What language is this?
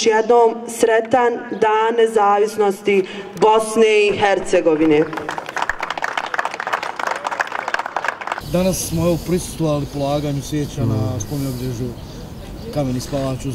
Bosnian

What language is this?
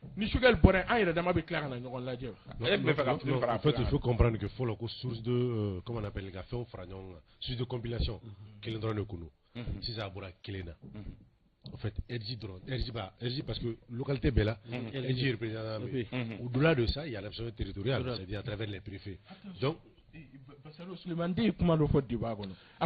Bambara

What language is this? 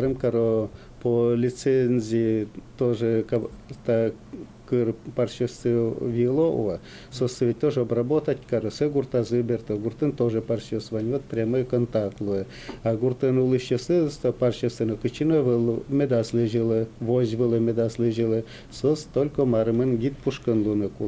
Udmurt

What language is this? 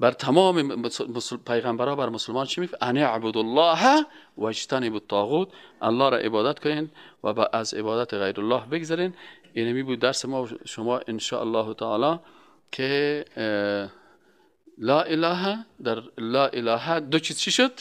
Persian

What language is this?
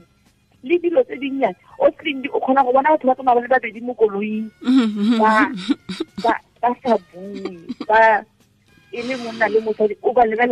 Tswana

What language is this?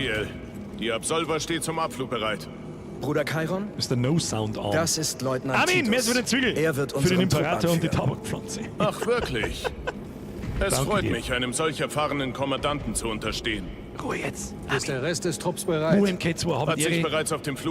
Bavarian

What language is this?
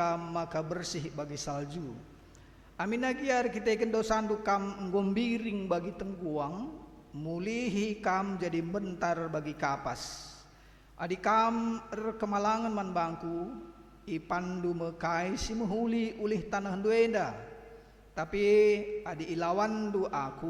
Batak Karo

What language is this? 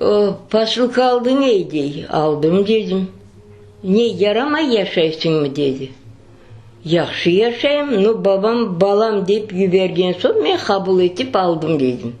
Crimean Tatar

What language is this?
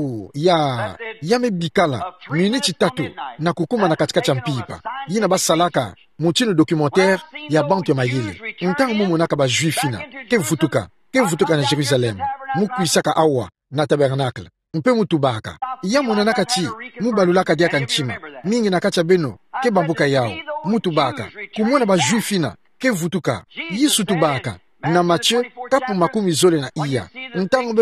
Kituba (Democratic Republic of Congo)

